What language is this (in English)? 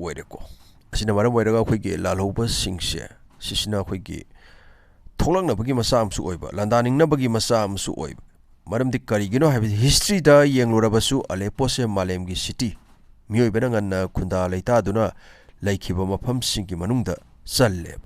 Manipuri